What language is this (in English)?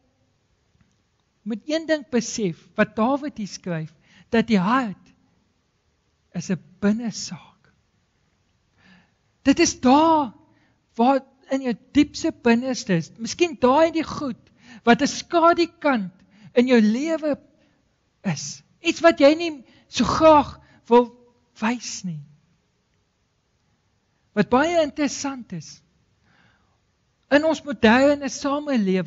Afrikaans